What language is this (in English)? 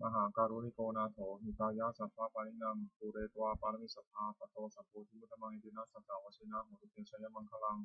Pali